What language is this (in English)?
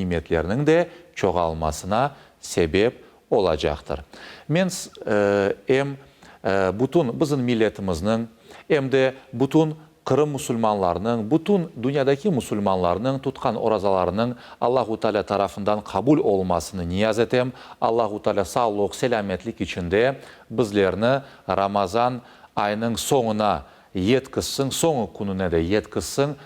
Crimean Tatar